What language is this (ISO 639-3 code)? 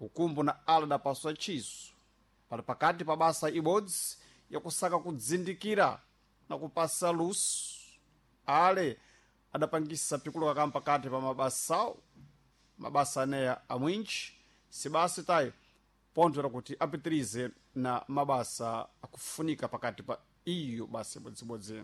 seh